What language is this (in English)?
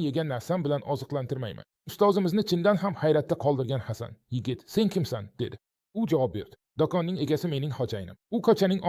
Uzbek